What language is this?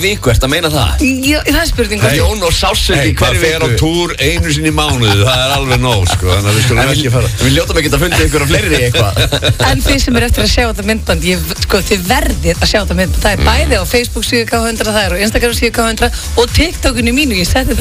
Icelandic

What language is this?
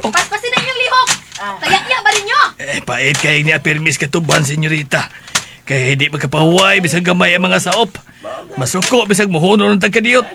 Cebuano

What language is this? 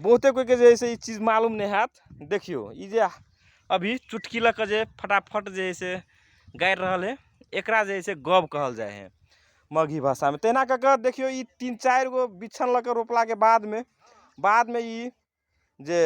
Magahi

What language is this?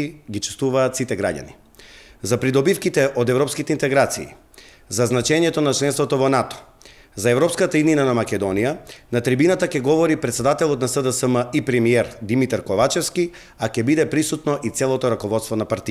Macedonian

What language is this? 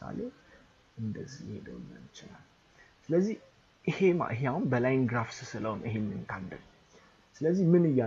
Amharic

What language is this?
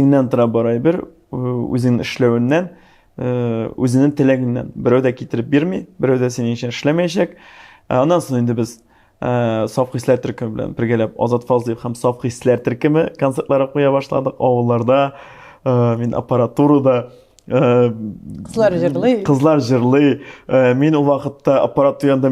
Tatar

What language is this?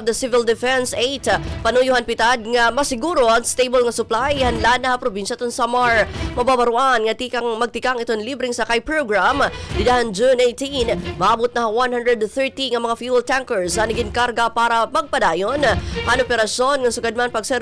Waray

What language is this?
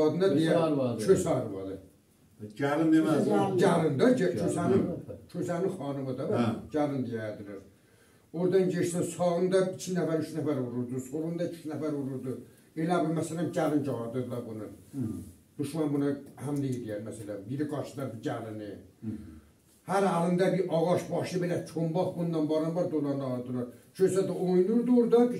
South Azerbaijani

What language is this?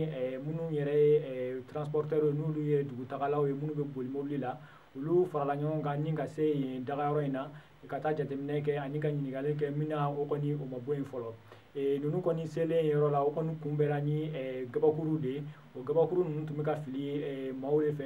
Bambara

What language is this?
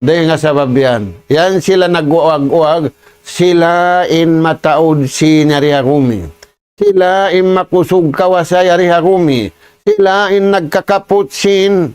Tausug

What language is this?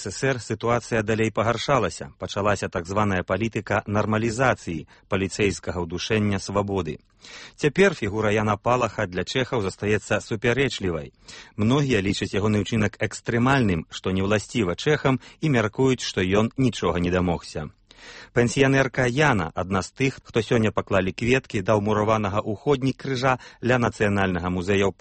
Belarusian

